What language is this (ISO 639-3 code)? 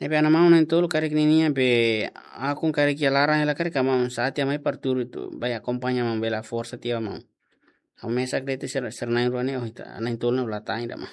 tet